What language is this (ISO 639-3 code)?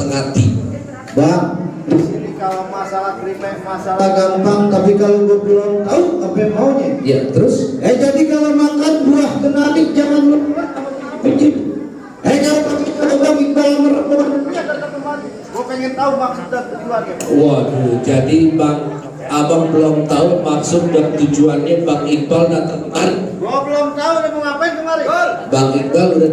bew